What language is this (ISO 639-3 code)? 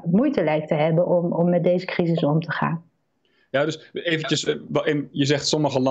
nld